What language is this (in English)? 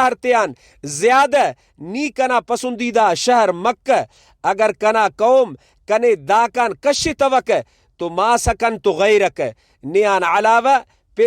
Brahui